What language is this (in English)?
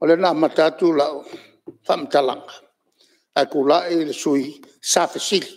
Samoan